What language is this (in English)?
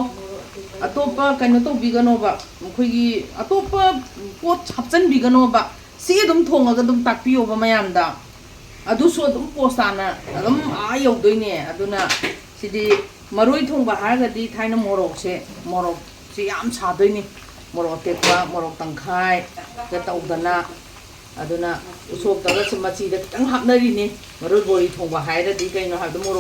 Manipuri